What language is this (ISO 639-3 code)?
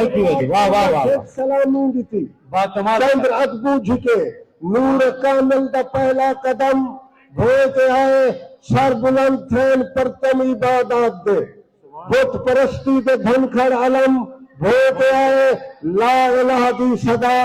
skr